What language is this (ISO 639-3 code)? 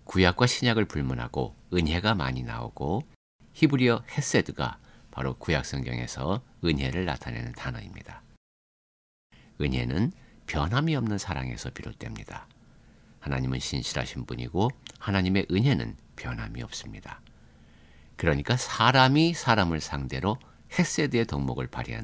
kor